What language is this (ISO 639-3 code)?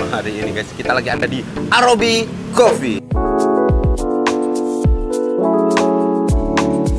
ind